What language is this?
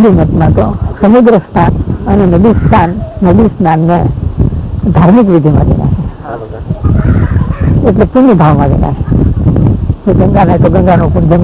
Gujarati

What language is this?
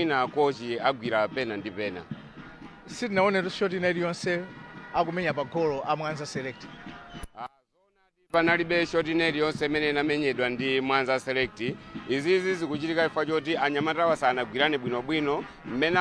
Nyanja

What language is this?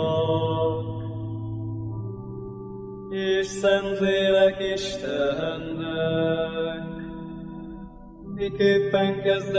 Hungarian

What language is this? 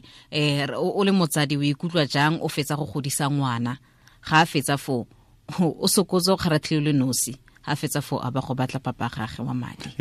Tswana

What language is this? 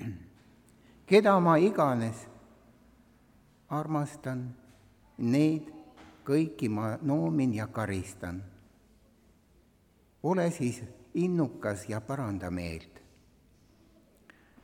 Estonian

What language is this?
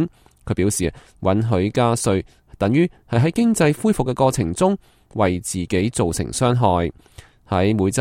Cantonese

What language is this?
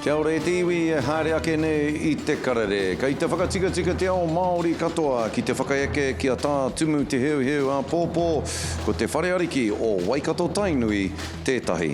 Māori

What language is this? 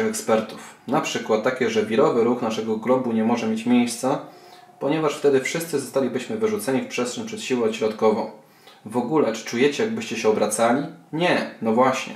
Polish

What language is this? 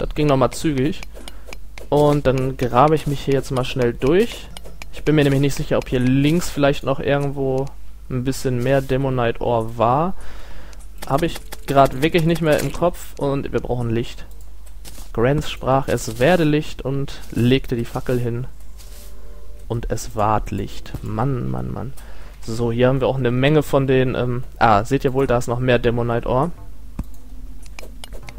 German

